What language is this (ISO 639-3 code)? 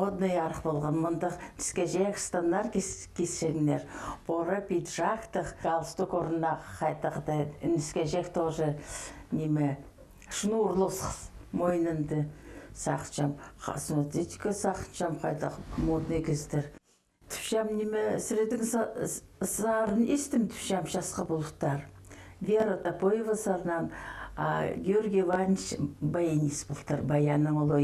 kjh